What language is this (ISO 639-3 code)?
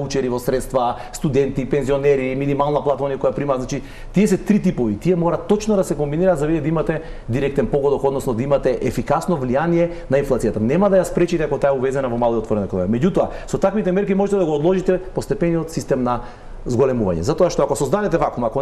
mkd